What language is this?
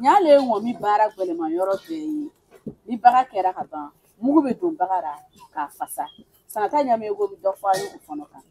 Bambara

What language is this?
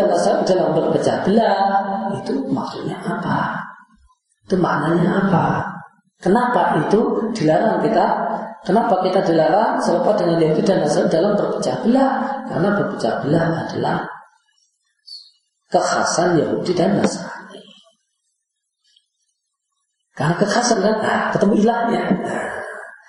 Indonesian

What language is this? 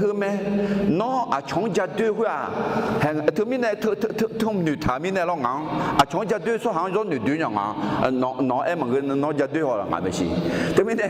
Akha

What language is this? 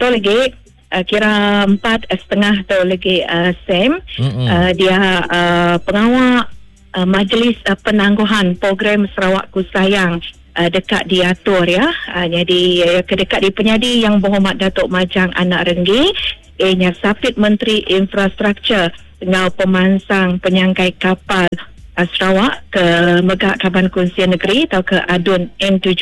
Iban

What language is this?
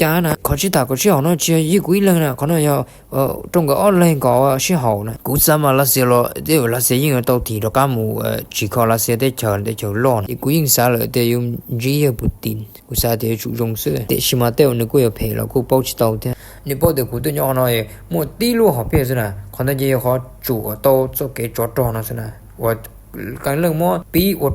Hmong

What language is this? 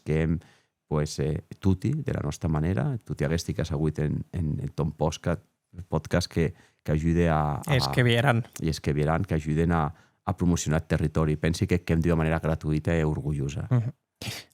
Occitan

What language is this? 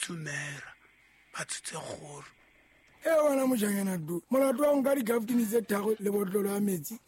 Southern Sotho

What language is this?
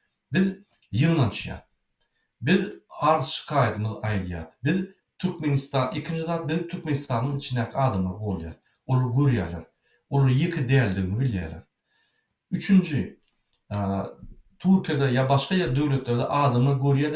Turkmen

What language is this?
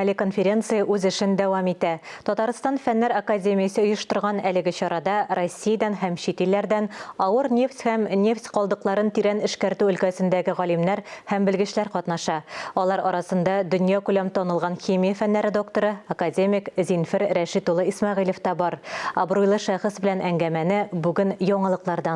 Tatar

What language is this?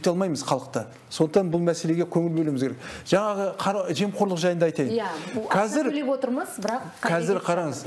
Kazakh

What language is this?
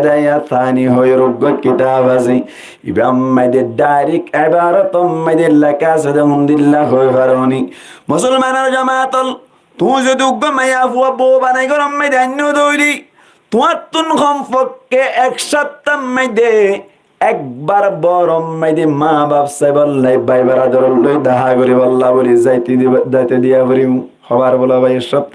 Rohingya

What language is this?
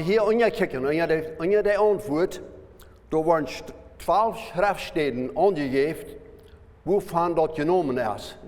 Plautdietsch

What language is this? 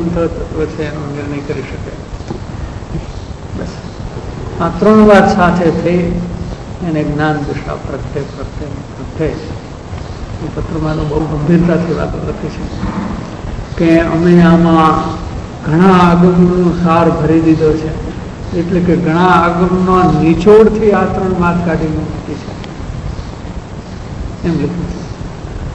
Gujarati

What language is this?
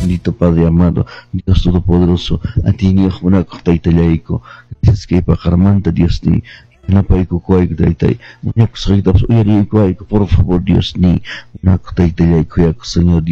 Quechua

